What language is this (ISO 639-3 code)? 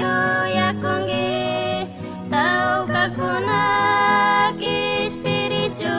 qug